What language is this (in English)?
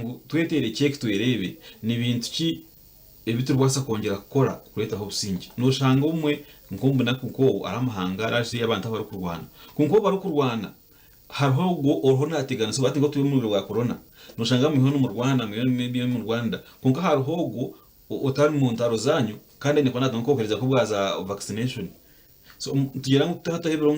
Nyankole